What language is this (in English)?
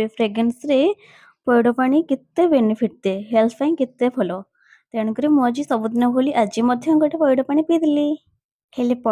Odia